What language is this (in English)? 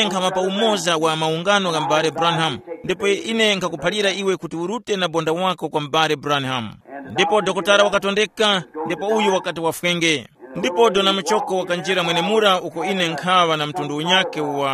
Tumbuka